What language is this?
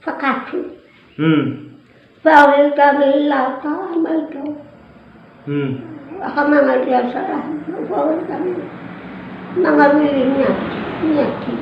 Nias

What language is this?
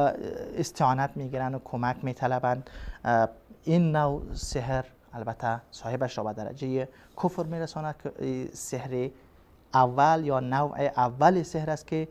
Persian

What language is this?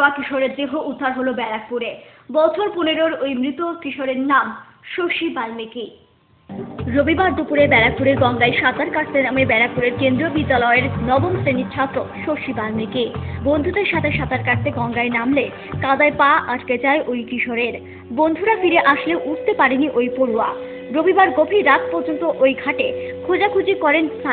Bangla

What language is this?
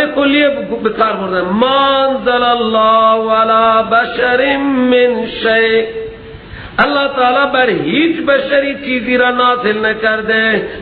Persian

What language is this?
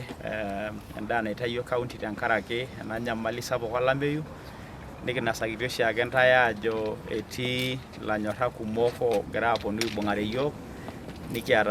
Masai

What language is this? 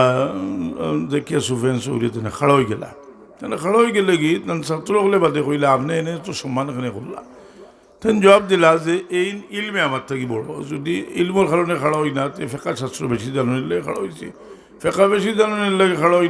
Sylheti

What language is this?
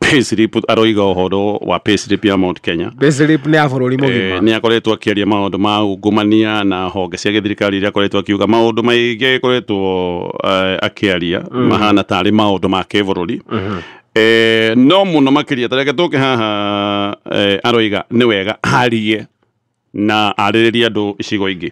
Kikuyu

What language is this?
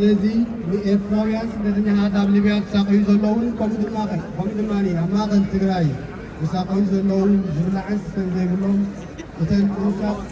Tigrinya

